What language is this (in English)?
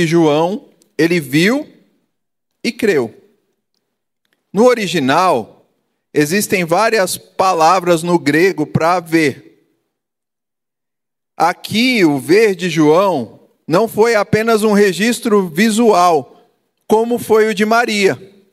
Portuguese